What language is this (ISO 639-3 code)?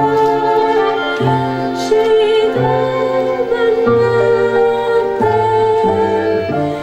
ron